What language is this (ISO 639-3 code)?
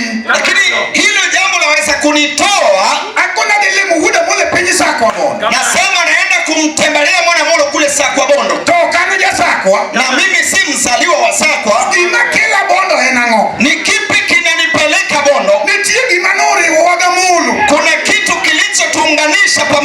luo